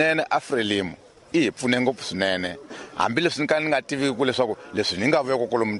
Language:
Tsonga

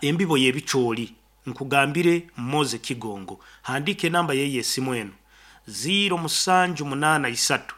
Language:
Nyankole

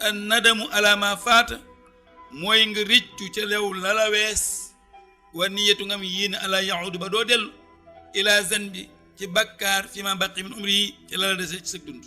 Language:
Wolof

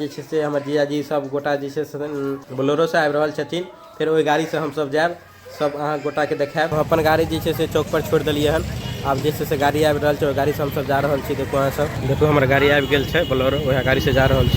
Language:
Maithili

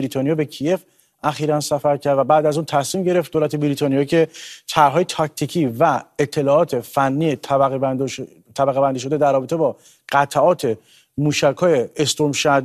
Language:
Persian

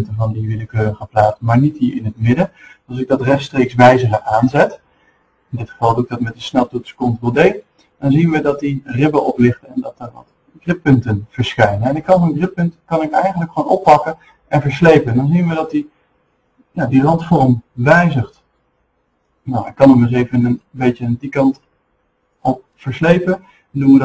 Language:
Dutch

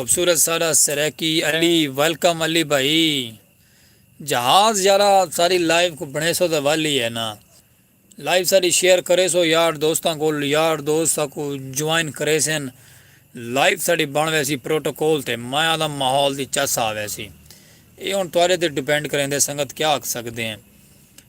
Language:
Saraiki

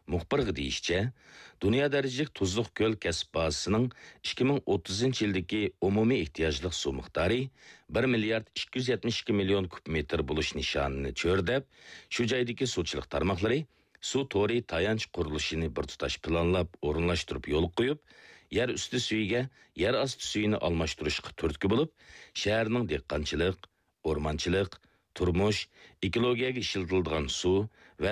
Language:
Uyghur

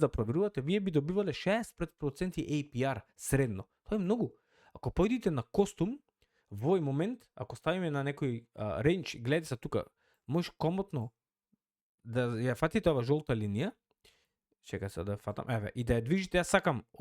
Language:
Macedonian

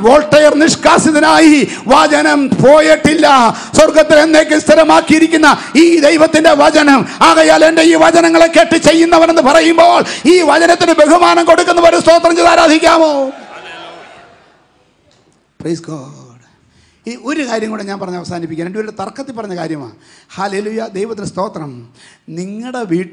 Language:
Malayalam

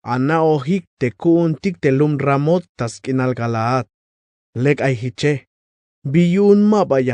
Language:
Tzeltal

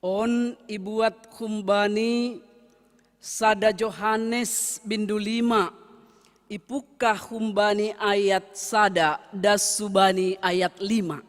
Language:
Batak Simalungun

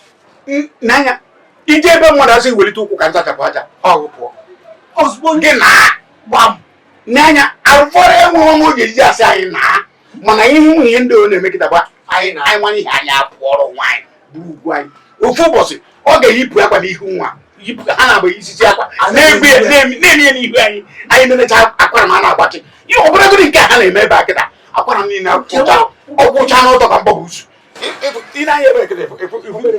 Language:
Igbo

